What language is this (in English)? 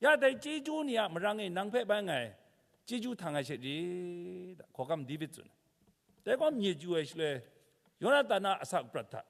Kachin